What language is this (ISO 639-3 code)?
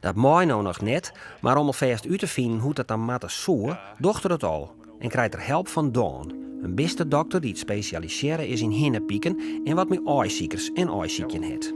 fry